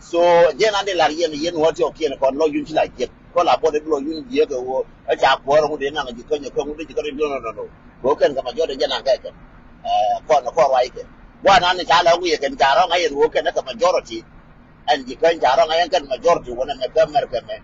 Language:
Nuer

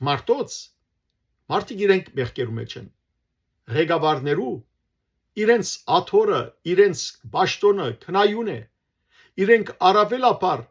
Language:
Western Armenian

